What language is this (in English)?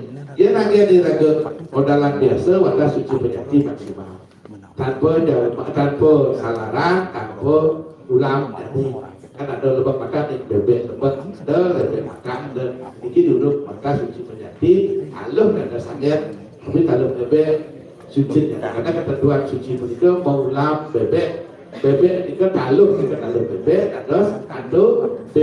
Balinese